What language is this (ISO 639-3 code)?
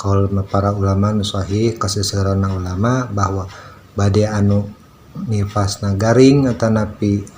sun